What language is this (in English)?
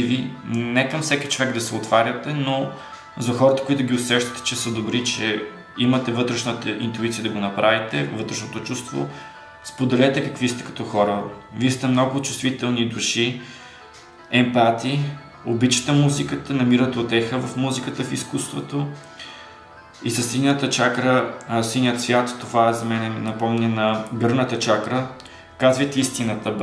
Bulgarian